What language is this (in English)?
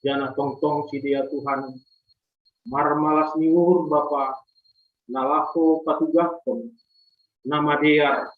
Batak Simalungun